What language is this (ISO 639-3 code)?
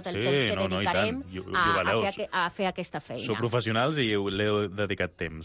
cat